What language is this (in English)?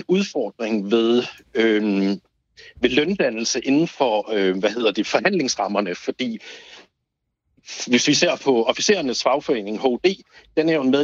Danish